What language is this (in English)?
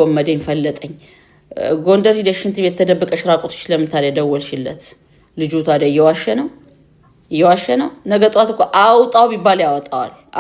Amharic